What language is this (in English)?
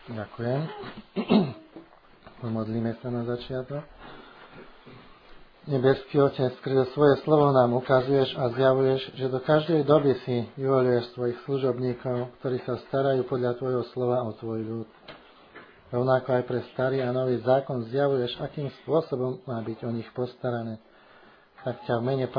Slovak